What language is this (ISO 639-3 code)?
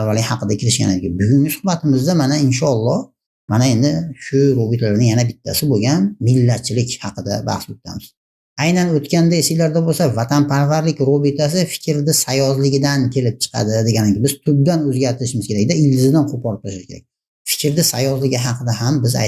uzb